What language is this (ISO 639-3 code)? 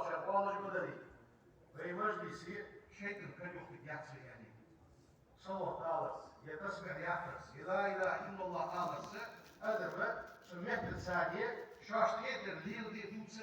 inh